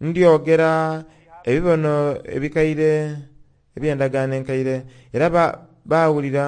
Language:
Soga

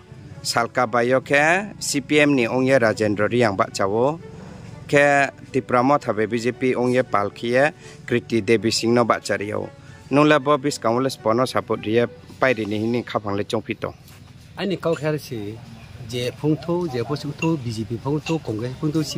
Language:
Riang (India)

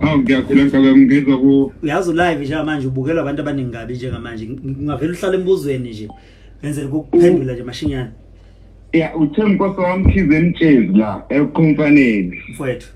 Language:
Zulu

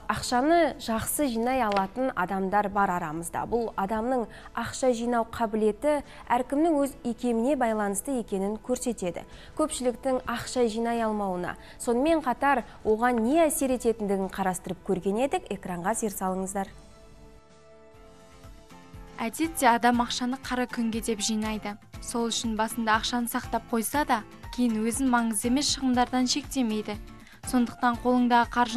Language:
Kazakh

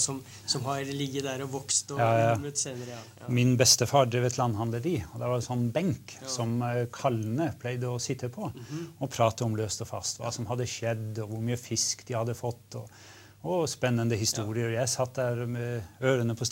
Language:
Norwegian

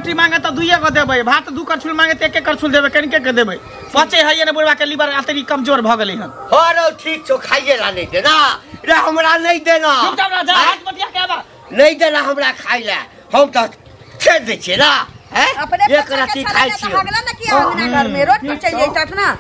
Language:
Maithili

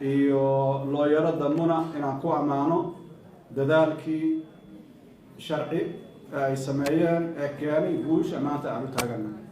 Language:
Somali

